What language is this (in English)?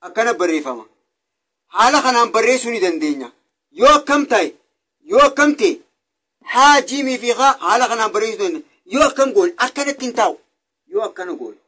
Oromo